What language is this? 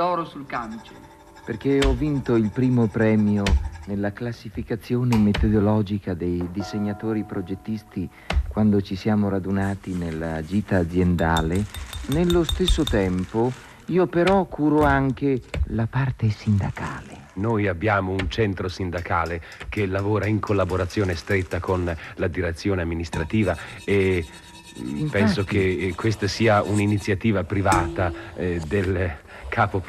Italian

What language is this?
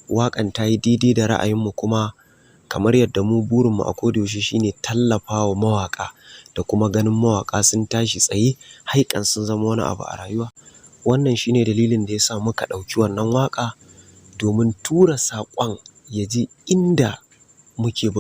Hausa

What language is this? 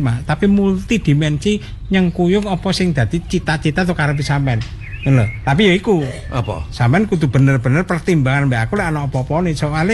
Javanese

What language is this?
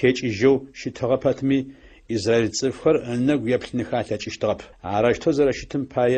Adyghe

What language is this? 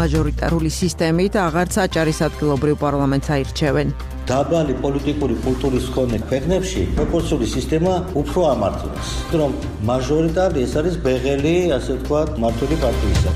Georgian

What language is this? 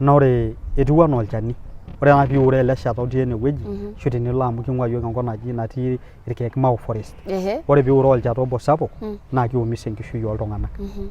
Masai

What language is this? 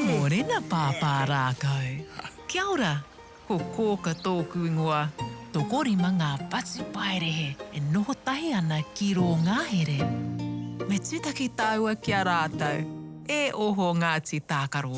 Māori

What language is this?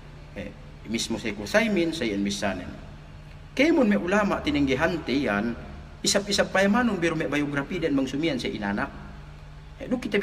Yakan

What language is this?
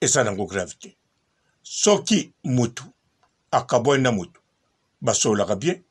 Lingala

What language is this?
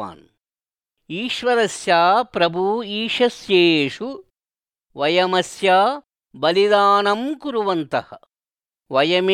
Sanskrit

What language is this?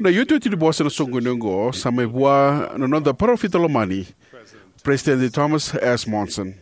Fijian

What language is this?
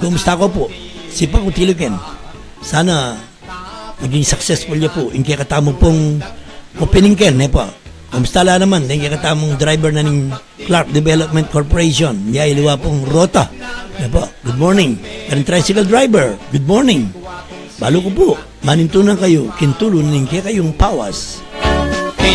Pampanga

